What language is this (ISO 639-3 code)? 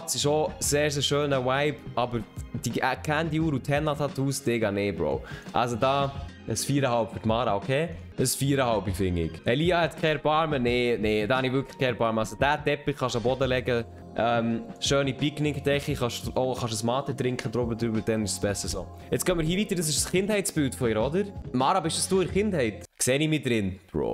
gsw